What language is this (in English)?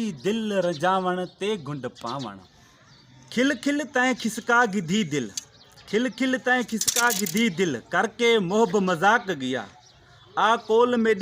Sindhi